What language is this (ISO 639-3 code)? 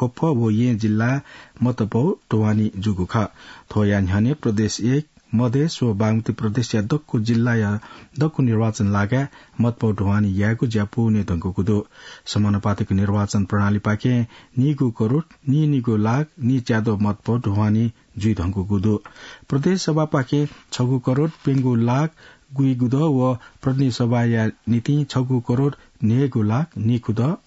new